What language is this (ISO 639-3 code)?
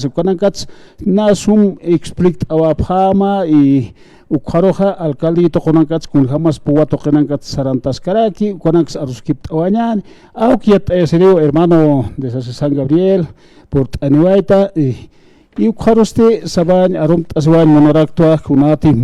aym